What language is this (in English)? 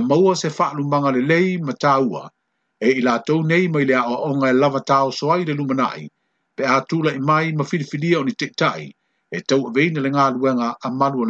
Samoan